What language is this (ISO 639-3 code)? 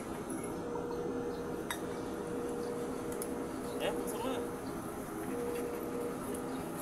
fil